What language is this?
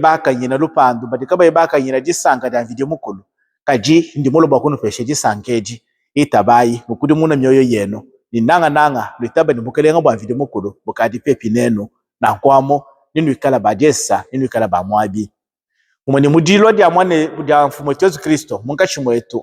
Luba-Lulua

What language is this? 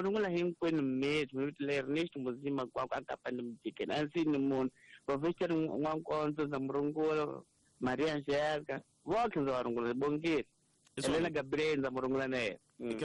Tsonga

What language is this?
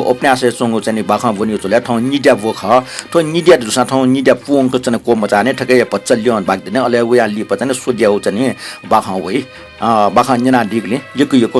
Newari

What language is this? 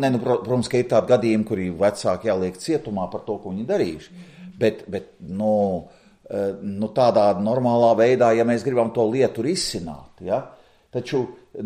Latvian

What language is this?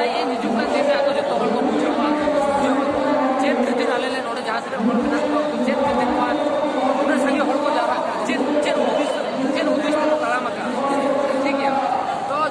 Santali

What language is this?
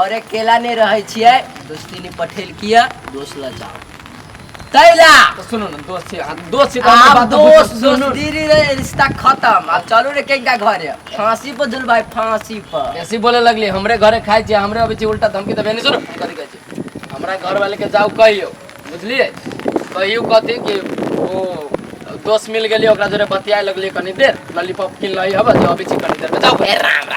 Maithili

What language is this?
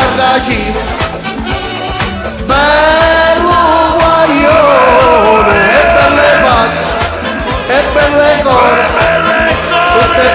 Italian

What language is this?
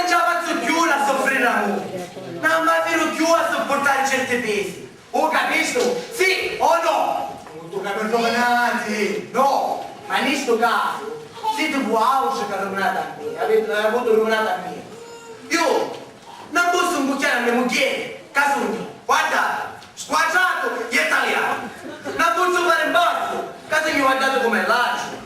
Sicilian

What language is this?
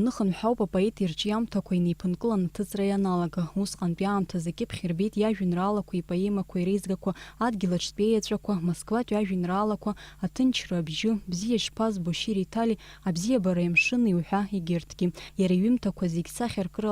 Abkhazian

